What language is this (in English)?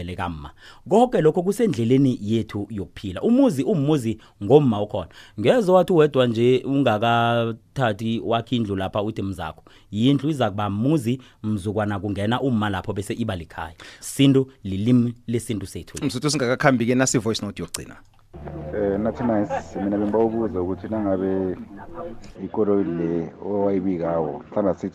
South Ndebele